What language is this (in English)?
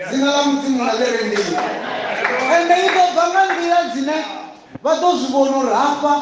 Venda